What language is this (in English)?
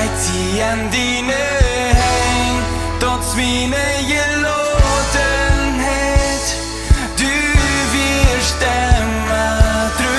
Plautdietsch